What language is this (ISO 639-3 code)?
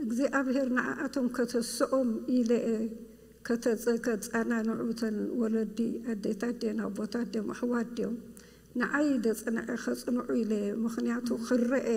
tir